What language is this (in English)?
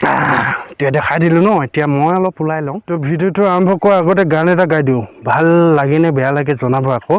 Assamese